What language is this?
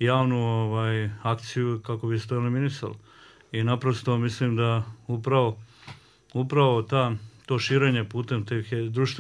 Bosnian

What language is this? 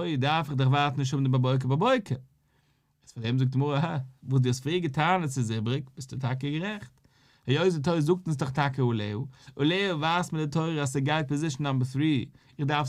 Yiddish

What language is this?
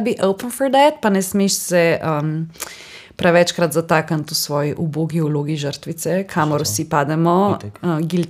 Slovenian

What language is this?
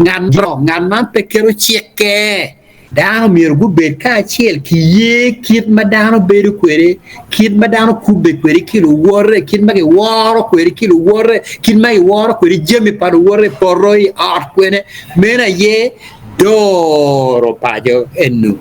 Acoli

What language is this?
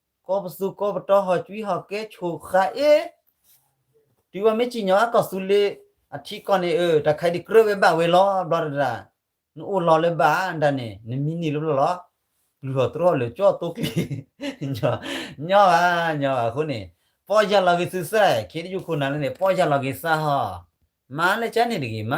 S'gaw Karen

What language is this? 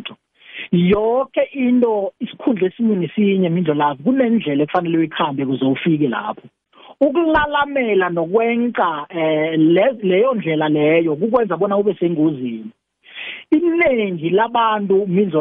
South Ndebele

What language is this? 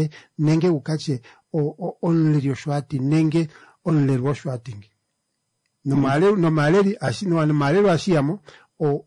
Kuanyama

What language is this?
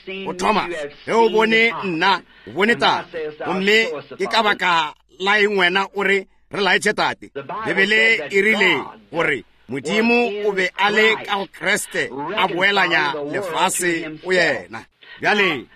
Northern Sotho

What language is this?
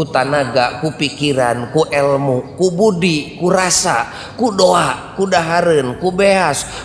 Sundanese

